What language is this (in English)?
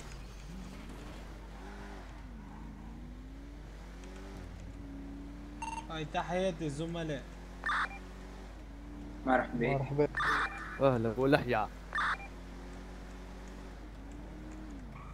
Arabic